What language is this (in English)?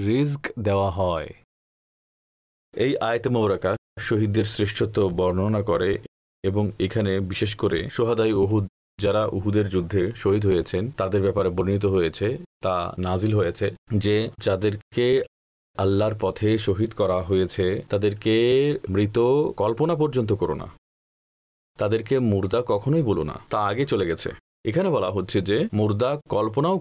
Bangla